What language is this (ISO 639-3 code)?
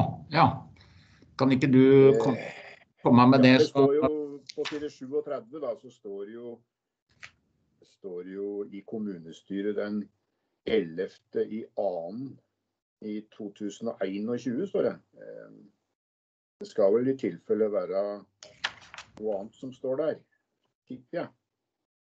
nor